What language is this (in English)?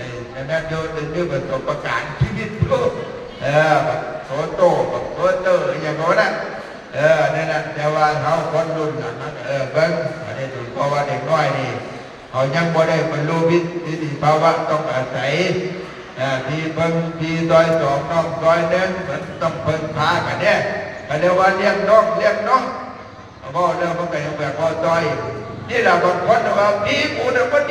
Northeastern Thai